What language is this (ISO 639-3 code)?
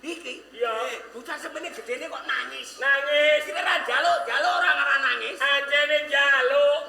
jav